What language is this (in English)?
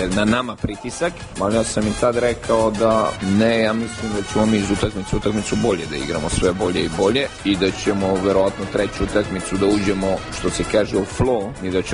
Serbian